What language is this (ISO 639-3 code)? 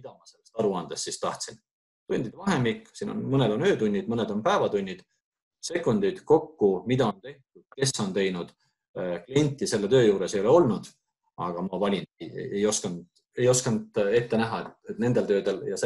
est